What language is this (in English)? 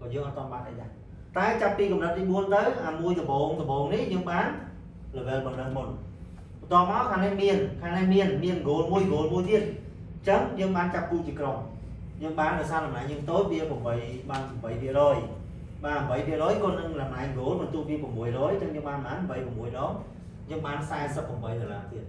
Khmer